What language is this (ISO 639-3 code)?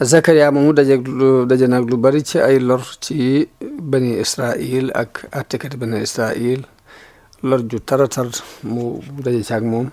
wol